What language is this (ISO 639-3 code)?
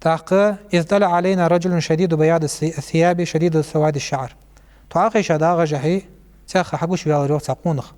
inh